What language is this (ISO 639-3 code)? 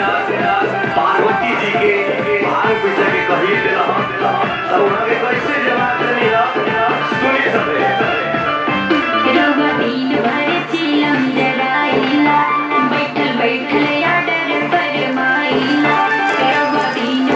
bho